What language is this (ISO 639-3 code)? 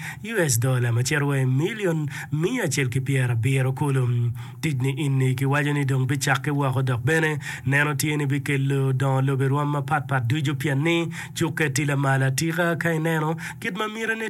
ach